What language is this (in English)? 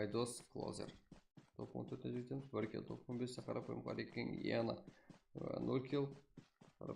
Kara-Kalpak